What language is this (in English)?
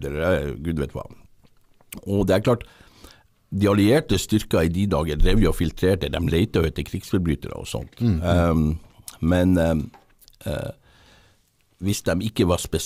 Norwegian